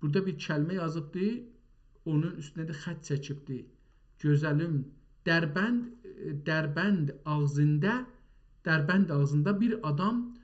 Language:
South Azerbaijani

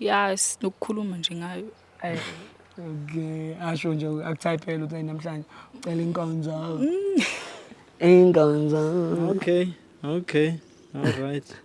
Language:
Zulu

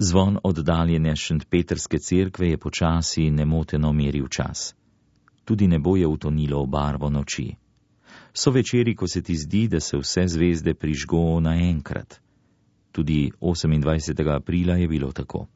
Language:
Slovenian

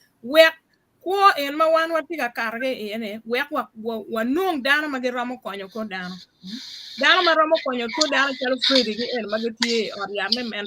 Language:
Acoli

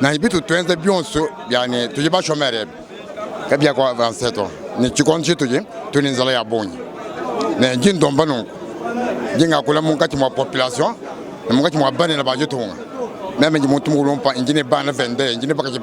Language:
Luba-Lulua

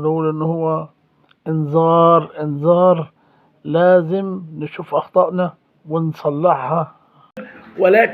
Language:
Egyptian Arabic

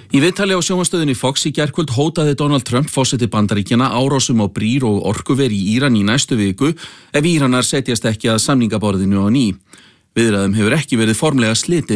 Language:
Icelandic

